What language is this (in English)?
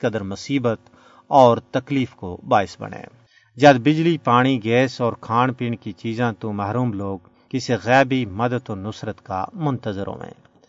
Gujari